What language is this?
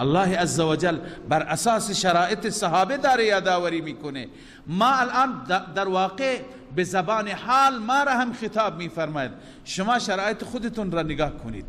Persian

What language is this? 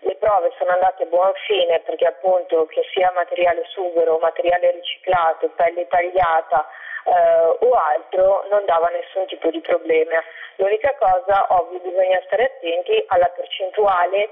Italian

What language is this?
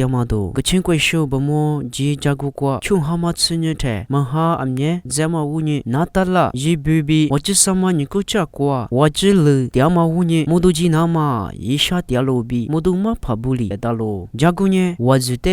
Lisu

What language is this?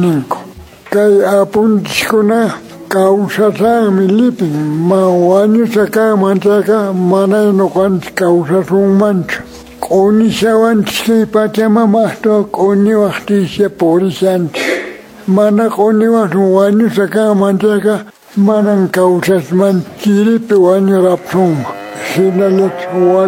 Quechua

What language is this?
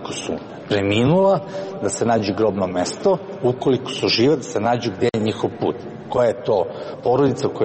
Serbian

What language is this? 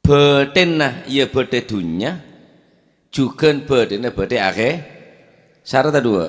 Madurese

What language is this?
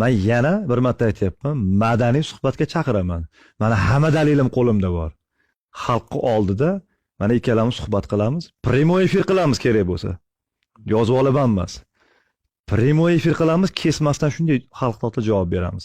Uzbek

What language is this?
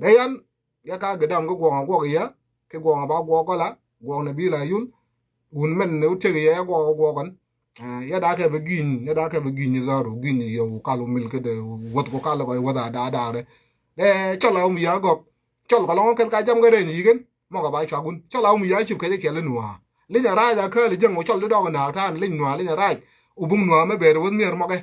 Nuer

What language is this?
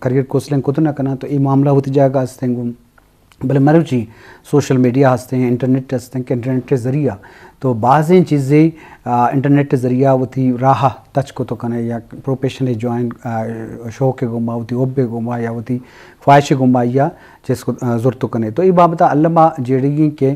Eastern Balochi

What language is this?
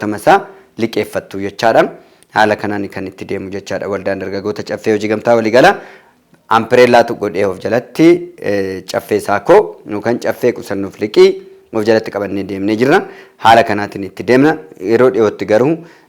Oromo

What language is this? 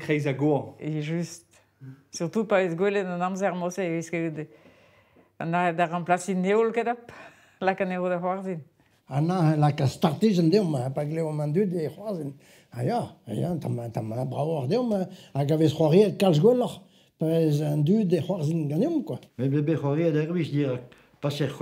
Breton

